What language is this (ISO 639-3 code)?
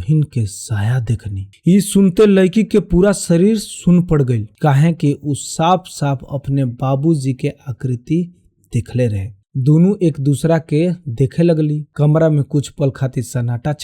bho